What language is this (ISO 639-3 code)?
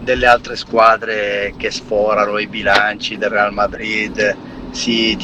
ita